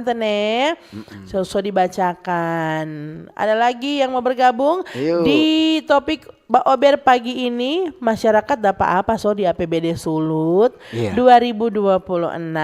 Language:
Manado Malay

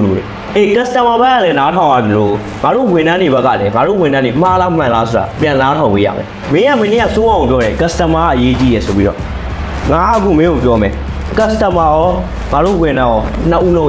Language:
Burmese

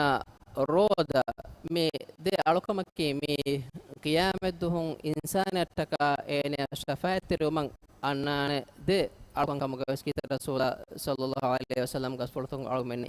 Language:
Divehi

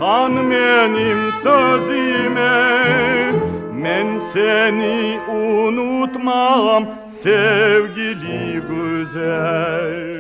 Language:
Crimean Tatar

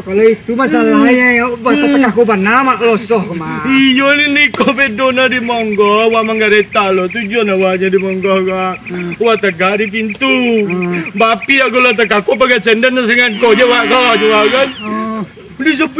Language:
Minangkabau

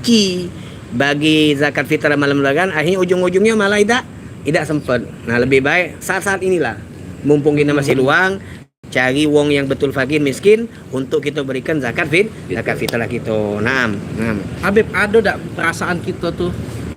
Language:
Musi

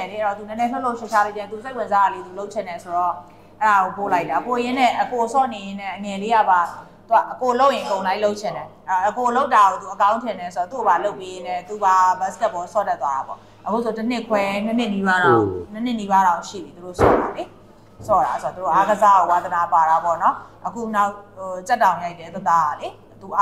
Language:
Burmese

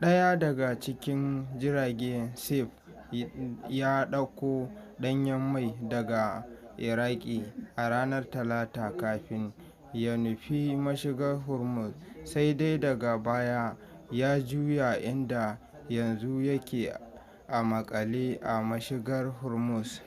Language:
Hausa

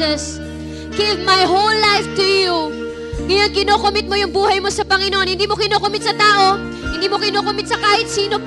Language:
Filipino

